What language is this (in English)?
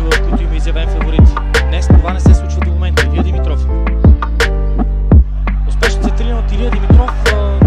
Bulgarian